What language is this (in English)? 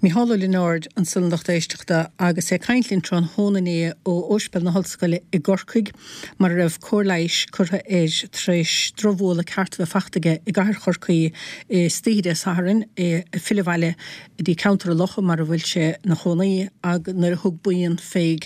Irish